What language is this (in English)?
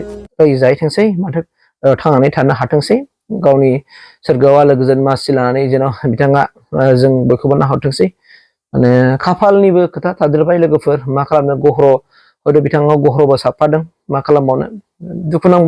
Bodo